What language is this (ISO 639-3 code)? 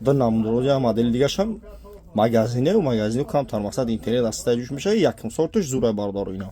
tgk